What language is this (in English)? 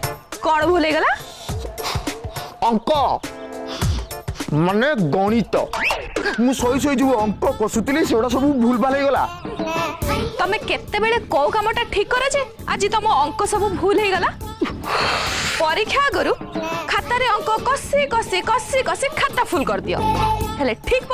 Odia